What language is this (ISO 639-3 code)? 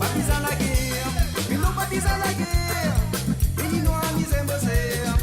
mfe